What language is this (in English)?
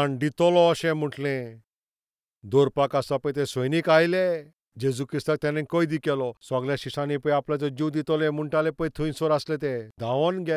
Konkani